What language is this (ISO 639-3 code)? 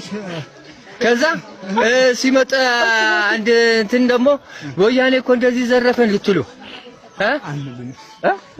amh